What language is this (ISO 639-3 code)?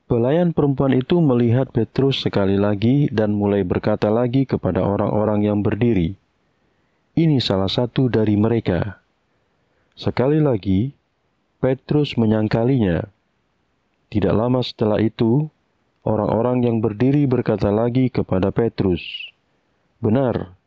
ind